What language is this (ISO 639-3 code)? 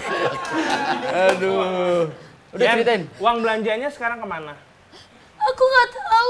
ind